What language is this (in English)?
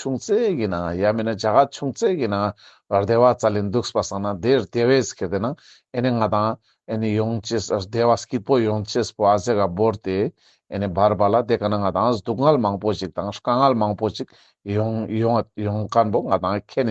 Ladakhi